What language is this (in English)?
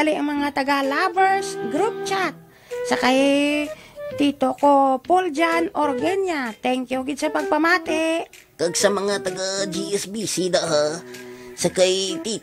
Hiligaynon